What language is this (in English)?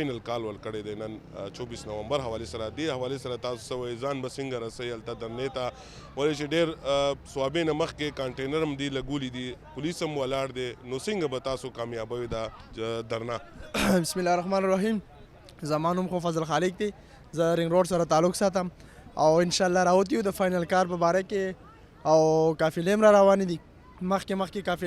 Pashto